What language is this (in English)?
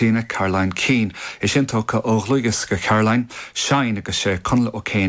Irish